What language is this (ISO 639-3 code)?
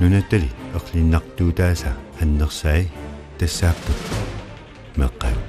kal